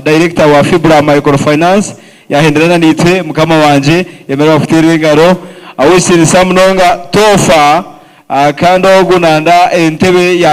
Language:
Nyankole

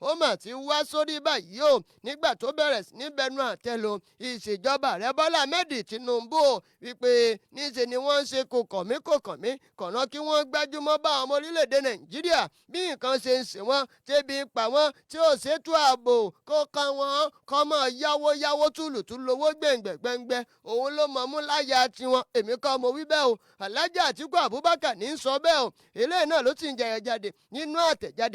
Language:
Yoruba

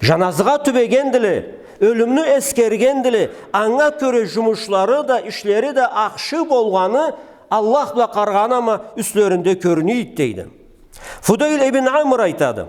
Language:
Karachay-Balkar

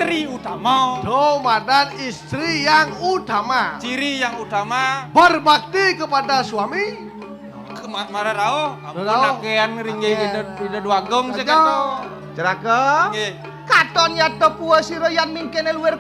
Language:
Balinese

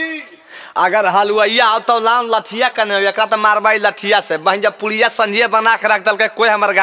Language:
Magahi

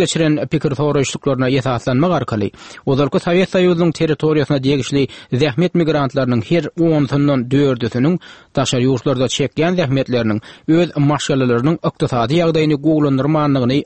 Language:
Turkmen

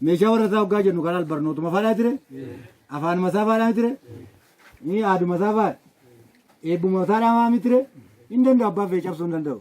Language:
Oromo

